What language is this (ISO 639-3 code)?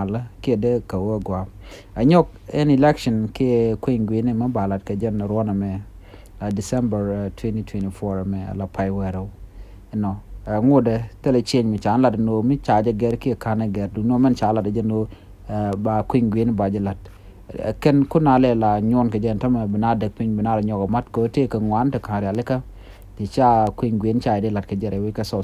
nus